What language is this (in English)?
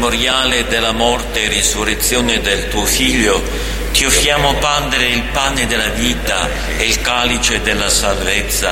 Italian